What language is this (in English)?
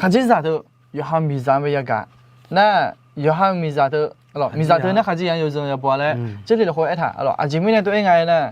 Akha